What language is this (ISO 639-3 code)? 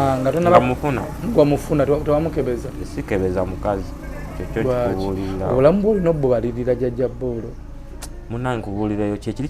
lug